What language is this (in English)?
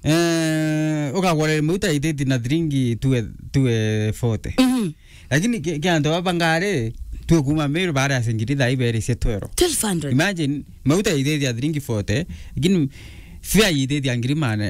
Meru